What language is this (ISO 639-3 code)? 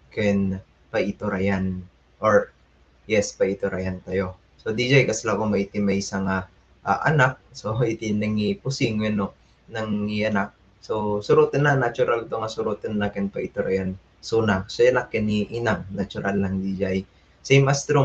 ilo